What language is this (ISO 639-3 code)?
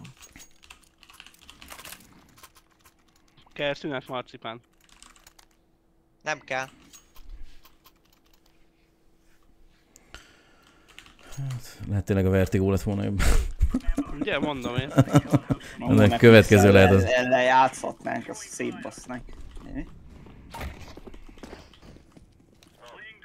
hun